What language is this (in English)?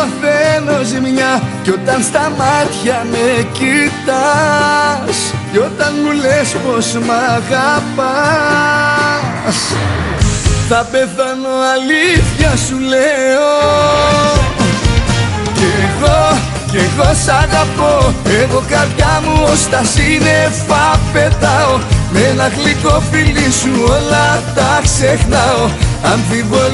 Greek